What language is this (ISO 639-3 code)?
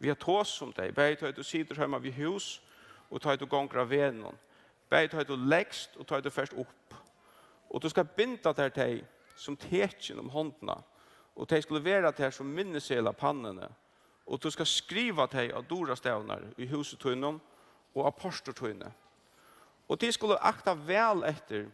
fao